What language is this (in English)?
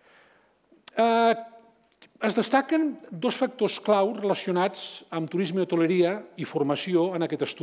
Catalan